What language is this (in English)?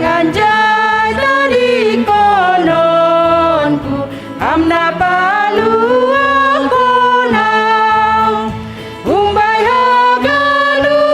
Batak Simalungun